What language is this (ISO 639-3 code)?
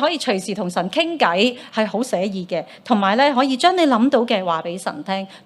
yue